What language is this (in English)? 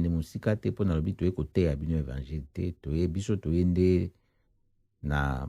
Lingala